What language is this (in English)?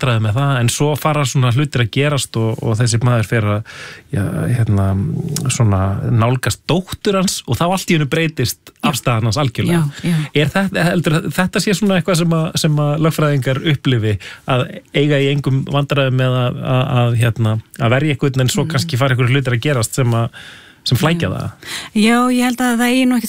Icelandic